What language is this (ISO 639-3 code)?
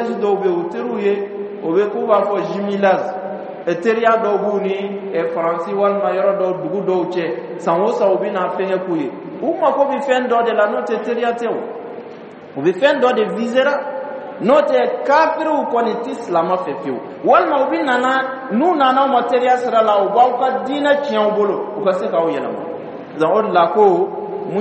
dyu